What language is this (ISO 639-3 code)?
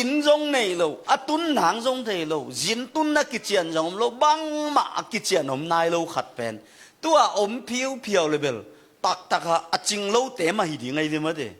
ctd